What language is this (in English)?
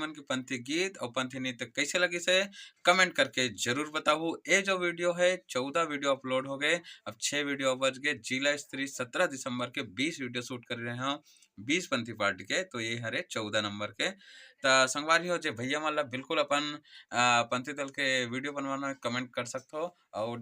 Chhattisgarhi